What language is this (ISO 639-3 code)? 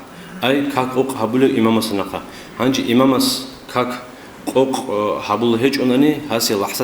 ava